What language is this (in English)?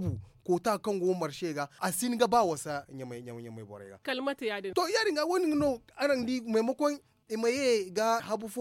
Zarma